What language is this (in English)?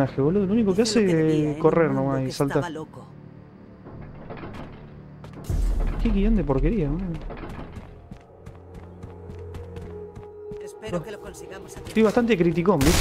Spanish